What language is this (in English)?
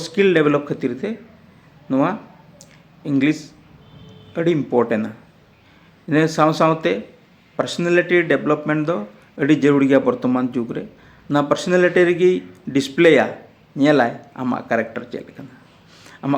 Santali